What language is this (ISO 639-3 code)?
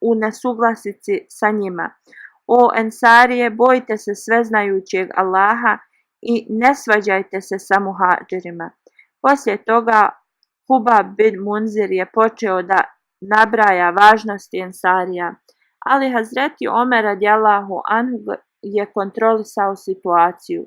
bos